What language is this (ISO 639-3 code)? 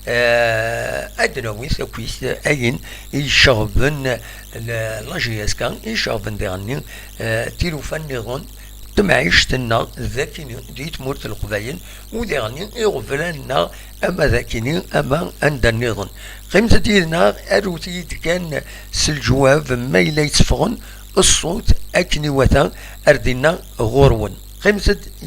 kab